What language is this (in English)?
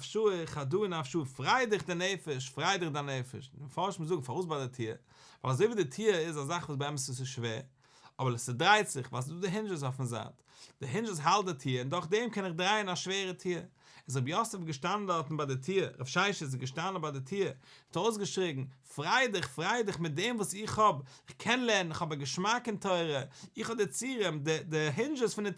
Yiddish